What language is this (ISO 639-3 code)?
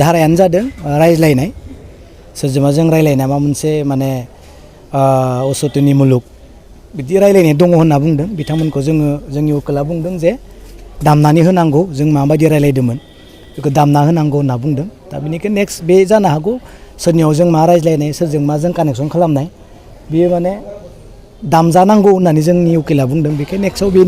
brx